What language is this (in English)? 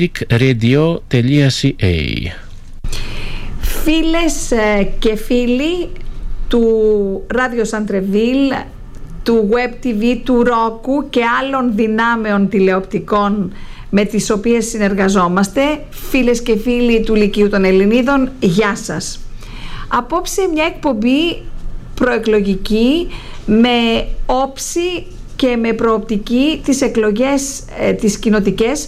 Greek